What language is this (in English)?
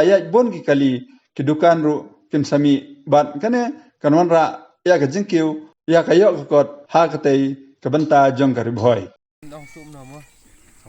Khasi